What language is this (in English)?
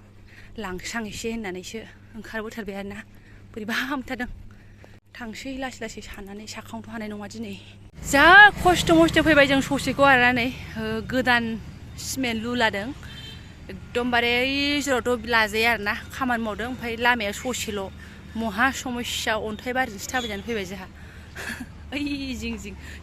Bodo